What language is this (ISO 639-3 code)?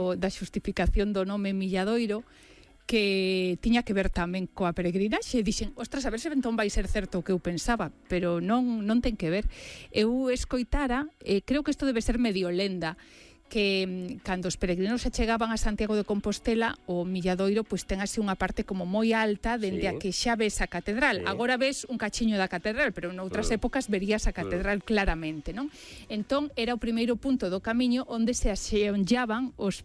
glg